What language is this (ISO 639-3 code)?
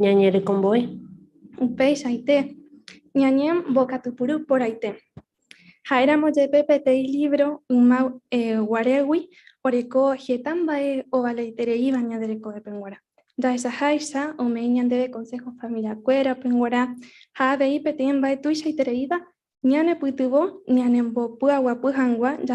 grn